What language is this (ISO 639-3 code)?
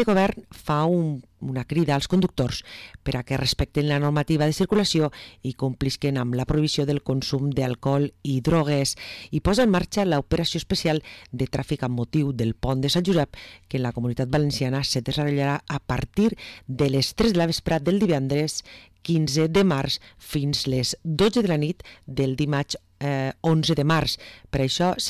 cat